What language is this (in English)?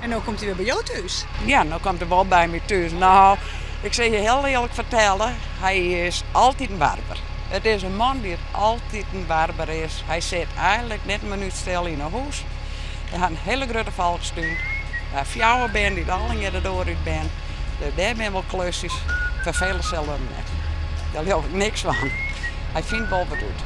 Western Frisian